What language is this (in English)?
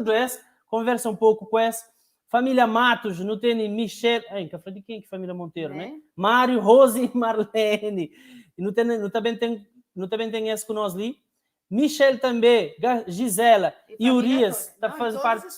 Kabuverdianu